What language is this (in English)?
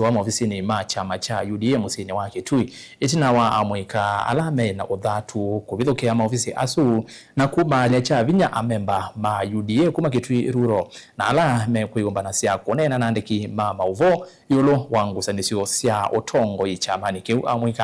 Kamba